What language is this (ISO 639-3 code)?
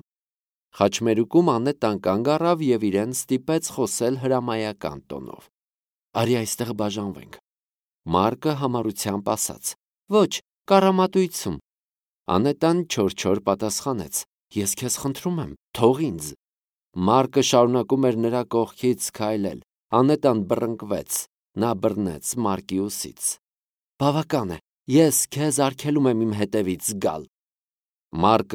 hye